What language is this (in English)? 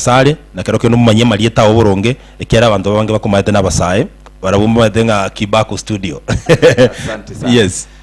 Gusii